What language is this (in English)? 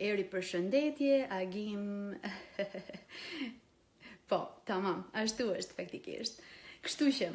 Albanian